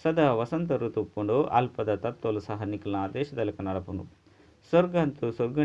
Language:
Tulu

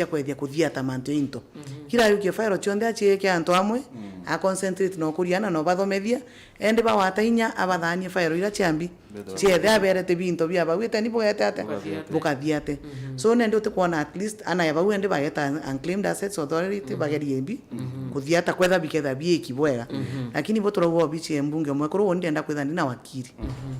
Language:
Meru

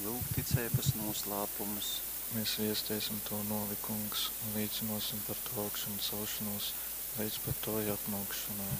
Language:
Latgalian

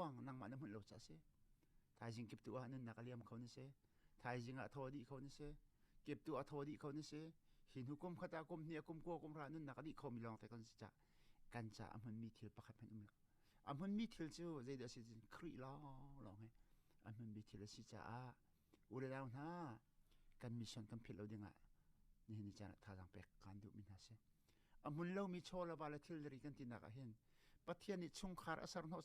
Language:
Hakha Chin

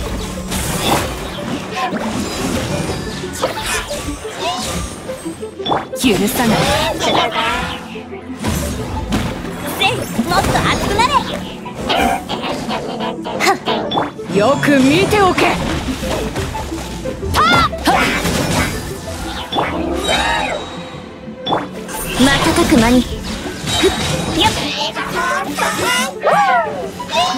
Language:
Japanese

